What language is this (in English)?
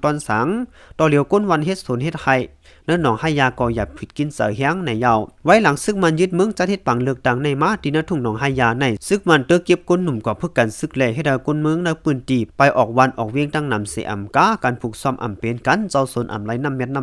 Shan